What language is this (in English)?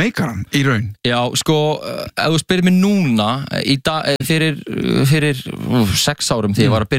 Icelandic